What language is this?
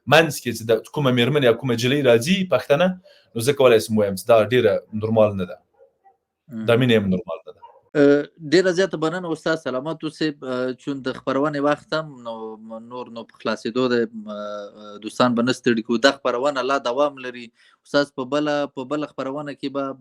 Pashto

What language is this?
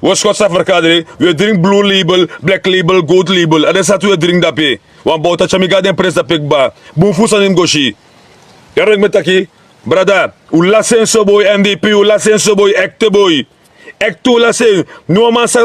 Sranan Tongo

